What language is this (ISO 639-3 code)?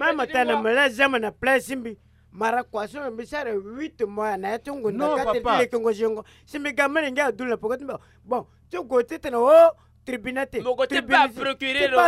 sag